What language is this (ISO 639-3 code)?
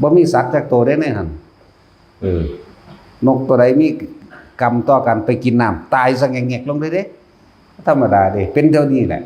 tts